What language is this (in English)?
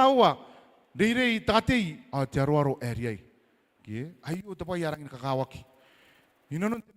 Gilbertese